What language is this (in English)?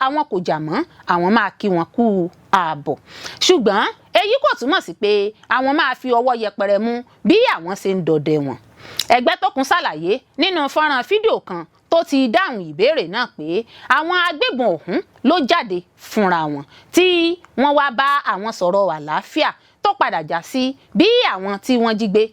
Yoruba